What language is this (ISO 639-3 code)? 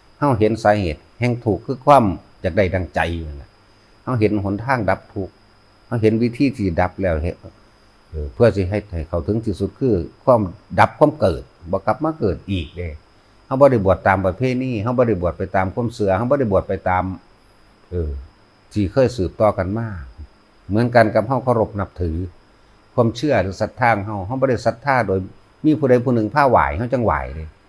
tts